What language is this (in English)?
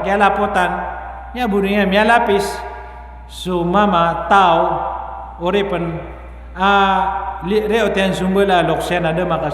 Maranao